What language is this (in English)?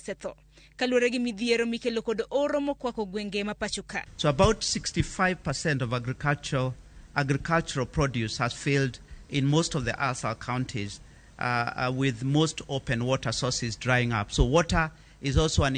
Luo (Kenya and Tanzania)